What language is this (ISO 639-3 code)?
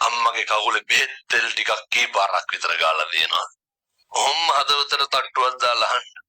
sin